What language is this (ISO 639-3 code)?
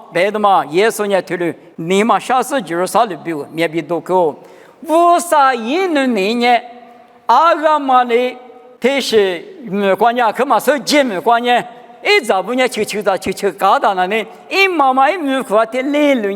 lis